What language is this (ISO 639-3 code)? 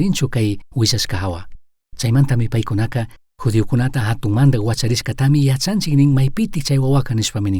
qug